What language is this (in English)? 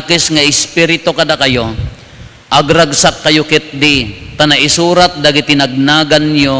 Iloko